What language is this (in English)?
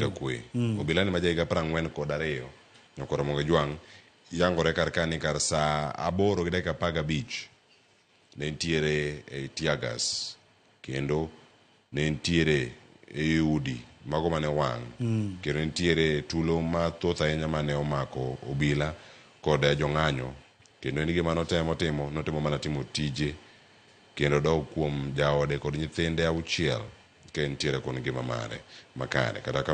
Luo (Kenya and Tanzania)